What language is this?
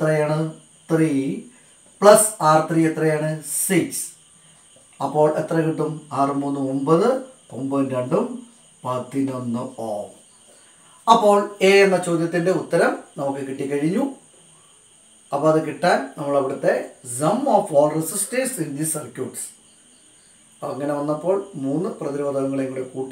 Malayalam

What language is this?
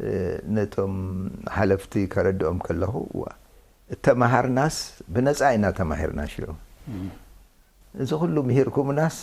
Tigrinya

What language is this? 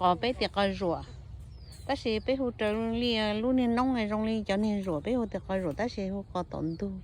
Hmong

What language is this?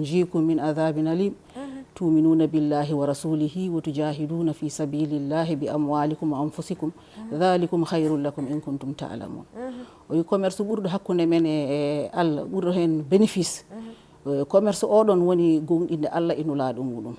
Fula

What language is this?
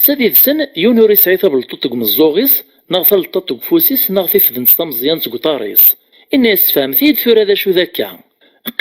Kabyle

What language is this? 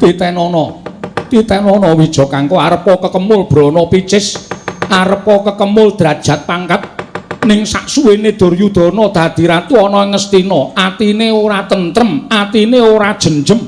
Javanese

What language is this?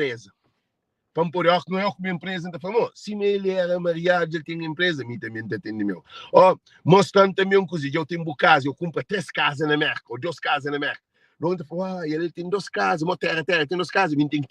Kabuverdianu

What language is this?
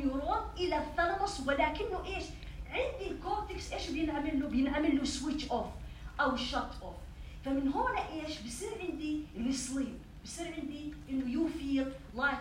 North Levantine Arabic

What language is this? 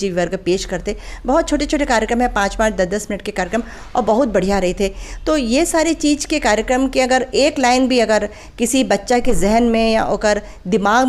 Chhattisgarhi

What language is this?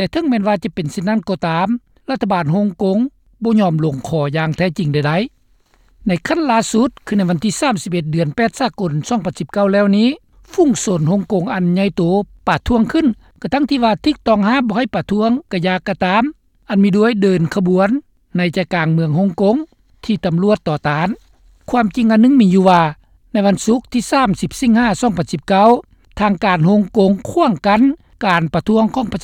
Lao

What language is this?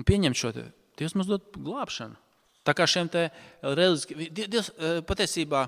Latvian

